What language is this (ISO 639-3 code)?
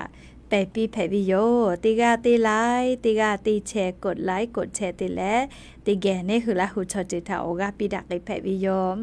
lhu